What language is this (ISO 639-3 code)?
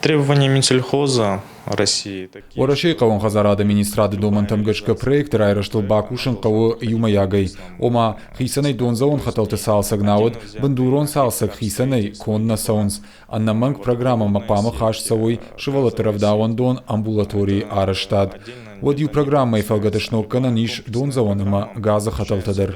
oss